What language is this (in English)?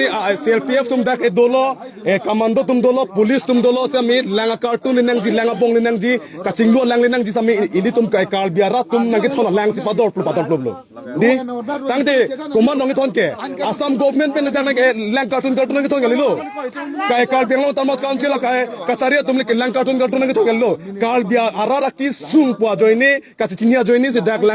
Karbi